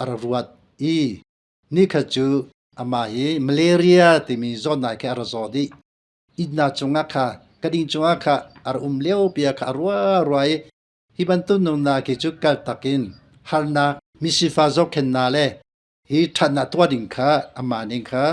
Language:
Hakha Chin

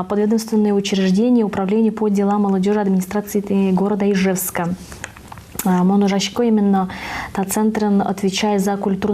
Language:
Udmurt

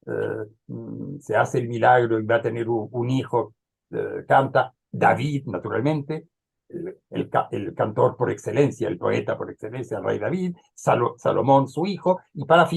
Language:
Ladino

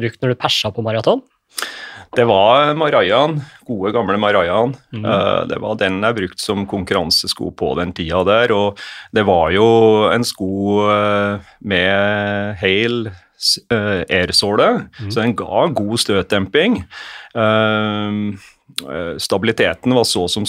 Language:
Norwegian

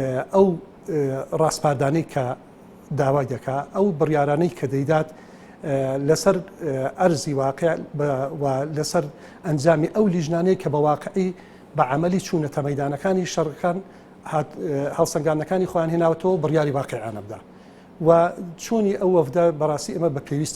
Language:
Central Kurdish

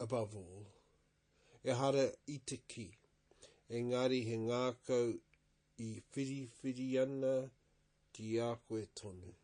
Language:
Māori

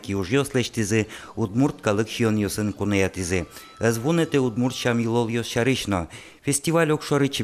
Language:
Udmurt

